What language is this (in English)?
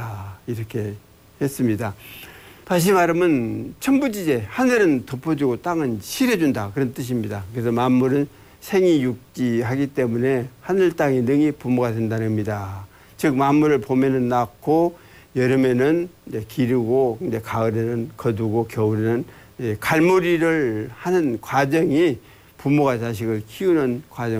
Korean